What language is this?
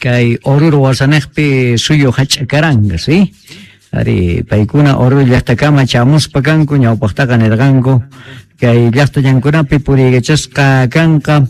South Bolivian Quechua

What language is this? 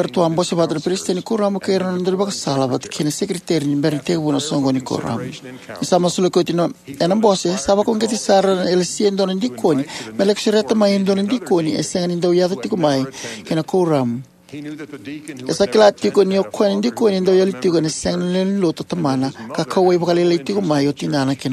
Fijian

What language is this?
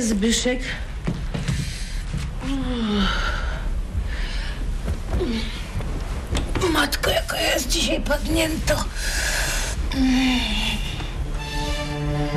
Polish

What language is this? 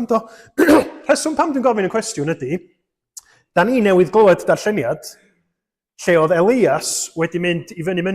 Welsh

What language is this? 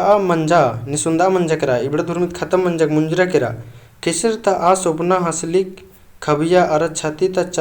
Kurukh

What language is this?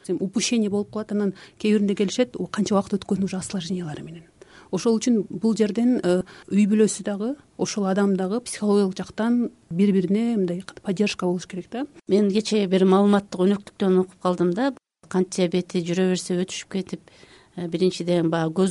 Kyrgyz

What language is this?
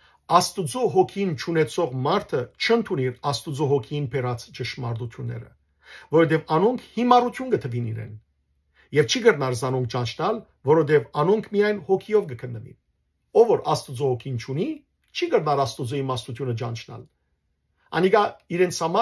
Western Armenian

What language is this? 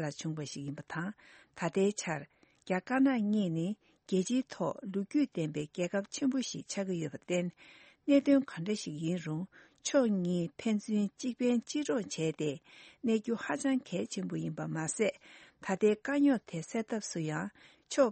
Tibetan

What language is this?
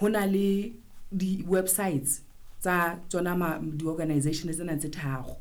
Southern Sotho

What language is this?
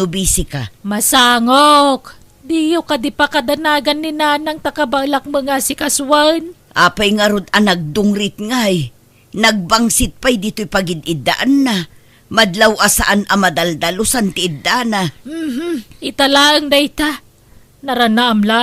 Iloko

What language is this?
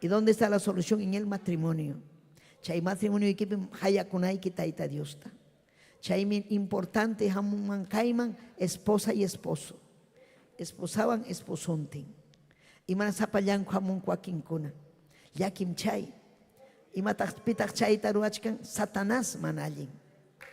Ayacucho Quechua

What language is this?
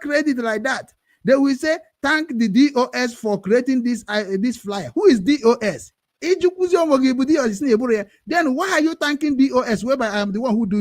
Igbo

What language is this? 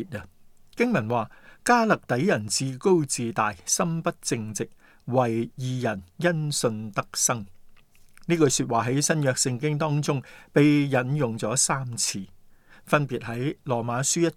Cantonese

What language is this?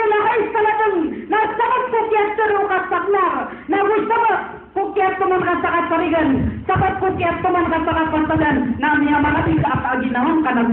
Maranao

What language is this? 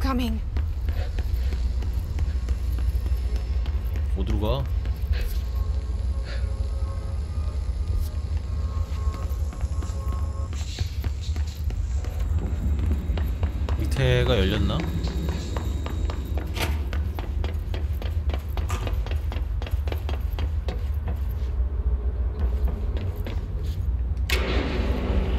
Korean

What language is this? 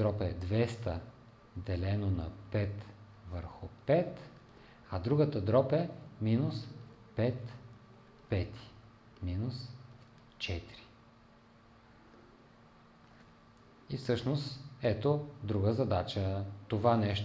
Bulgarian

